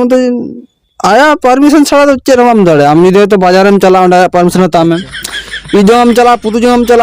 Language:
Santali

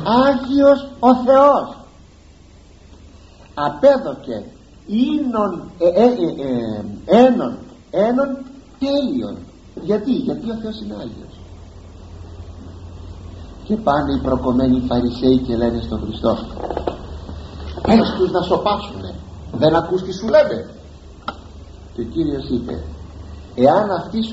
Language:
Greek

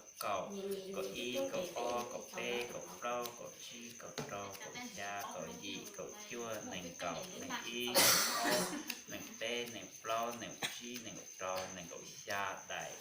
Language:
Hmong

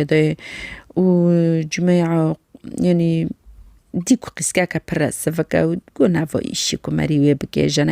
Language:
Kurdish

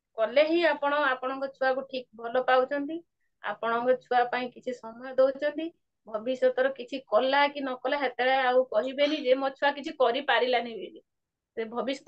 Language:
Odia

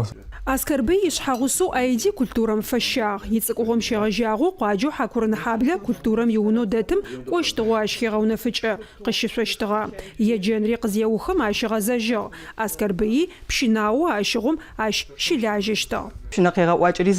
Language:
Adyghe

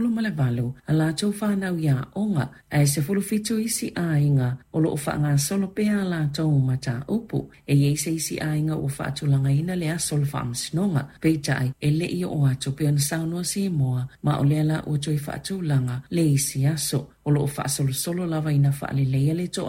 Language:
Samoan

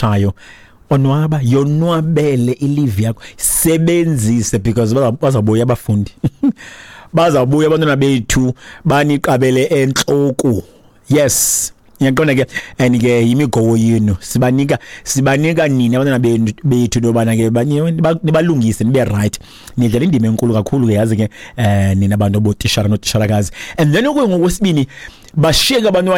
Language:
Xhosa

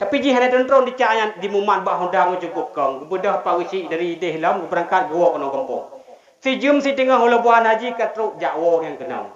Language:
Achinese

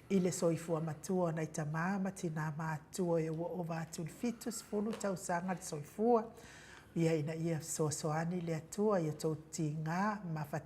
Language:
Samoan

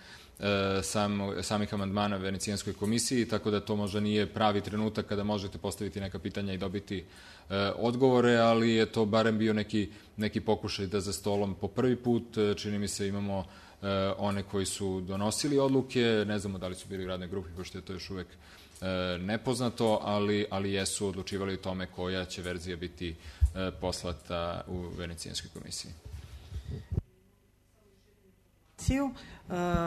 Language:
Serbian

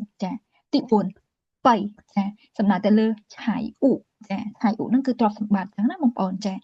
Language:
Khmer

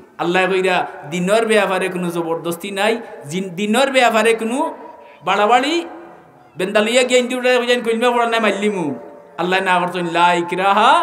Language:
Sylheti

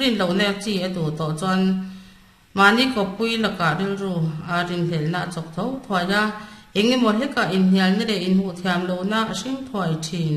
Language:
Mizo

